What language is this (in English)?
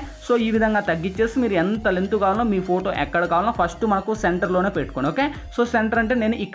Telugu